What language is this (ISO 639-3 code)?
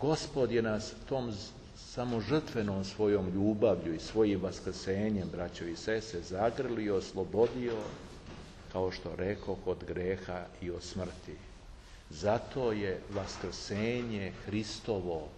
srp